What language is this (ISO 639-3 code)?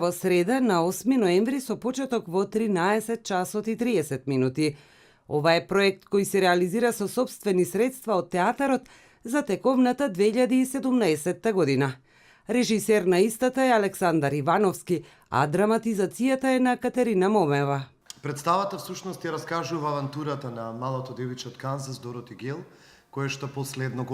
mkd